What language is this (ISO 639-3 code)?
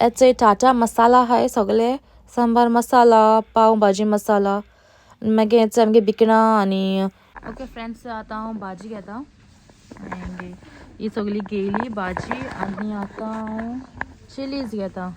kok